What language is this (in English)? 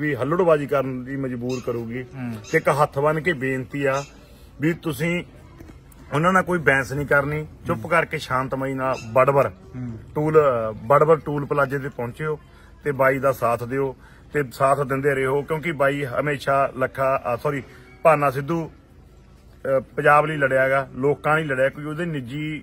Punjabi